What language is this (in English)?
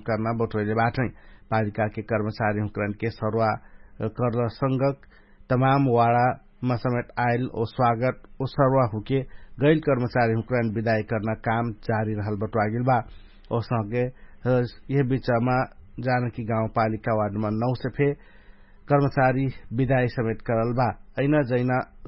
Dangaura Tharu